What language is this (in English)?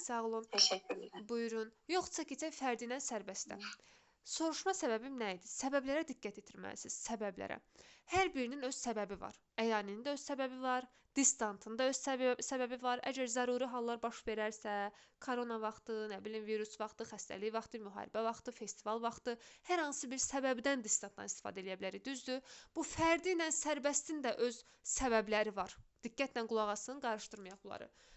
Azerbaijani